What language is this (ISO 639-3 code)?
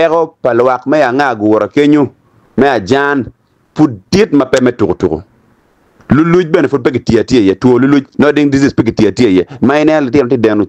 ach